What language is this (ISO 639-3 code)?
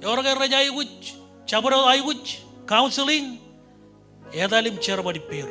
mah